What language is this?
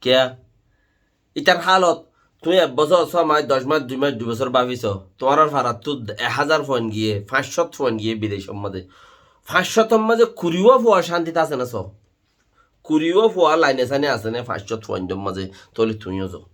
Rohingya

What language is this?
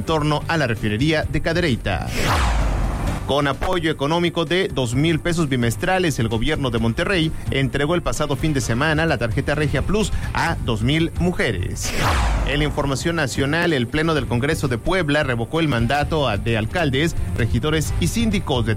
Spanish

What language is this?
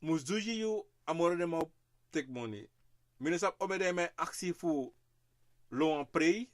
Sranan Tongo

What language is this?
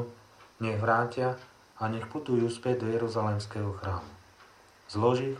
Slovak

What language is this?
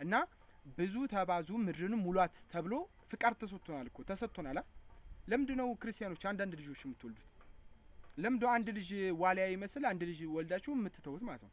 Amharic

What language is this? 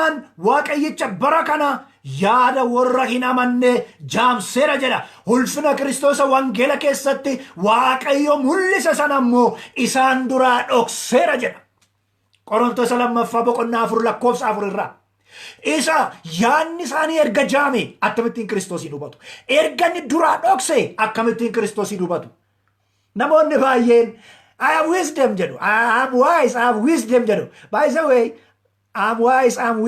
Oromo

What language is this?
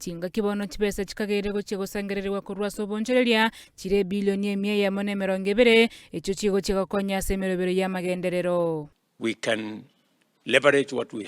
Gusii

